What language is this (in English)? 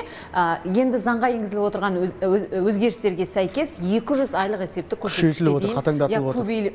Kazakh